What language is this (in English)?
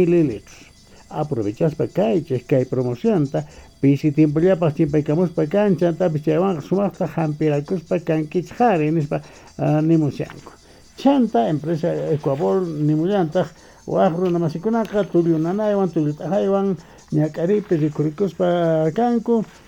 South Bolivian Quechua